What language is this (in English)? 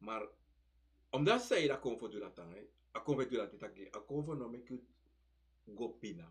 Sranan Tongo